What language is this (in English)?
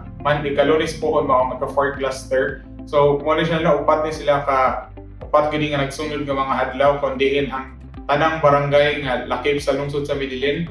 Cebuano